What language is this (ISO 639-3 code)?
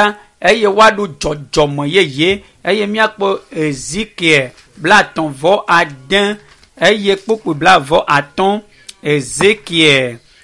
ewe